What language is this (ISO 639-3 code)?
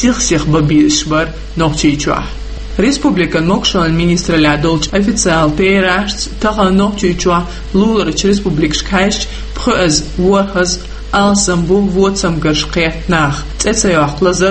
che